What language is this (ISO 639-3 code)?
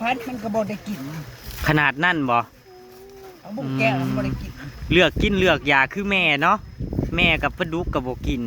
tts